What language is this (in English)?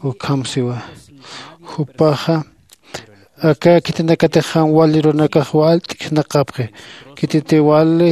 Aymara